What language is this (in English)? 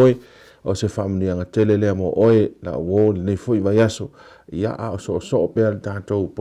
Samoan